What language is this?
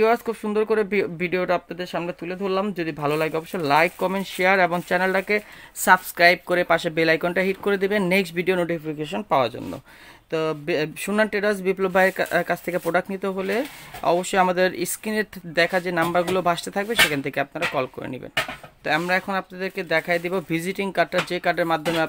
Bangla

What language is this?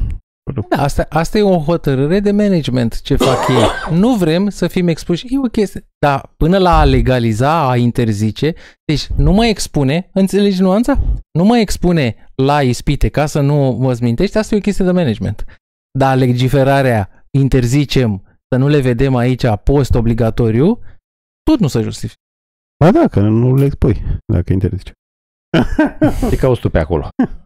Romanian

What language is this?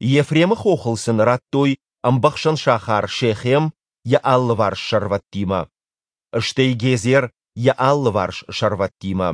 Ossetic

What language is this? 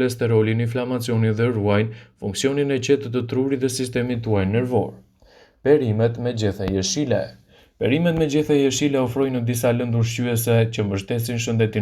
Albanian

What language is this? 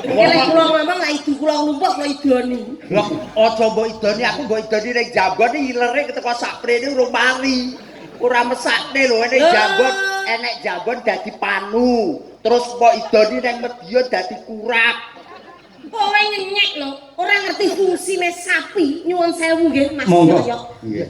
Javanese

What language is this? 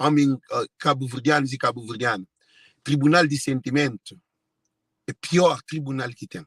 Kabuverdianu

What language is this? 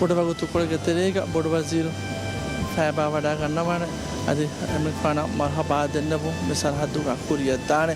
Divehi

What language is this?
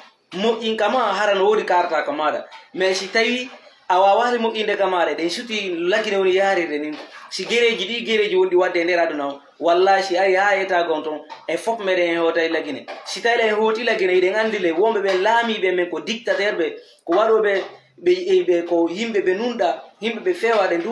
Fula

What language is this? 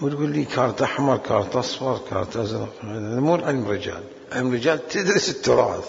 Mesopotamian Arabic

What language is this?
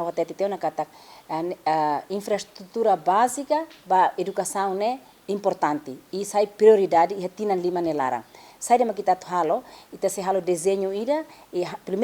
Tetum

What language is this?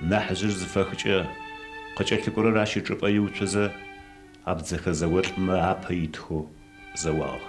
Adyghe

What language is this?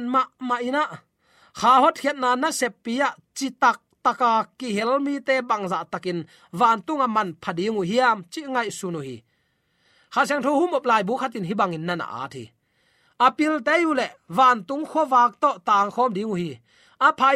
Tedim Chin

